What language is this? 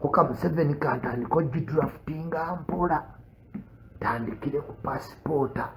Ganda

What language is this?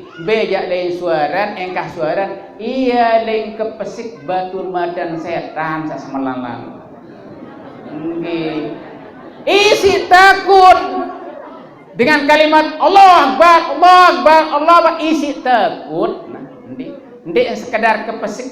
Sasak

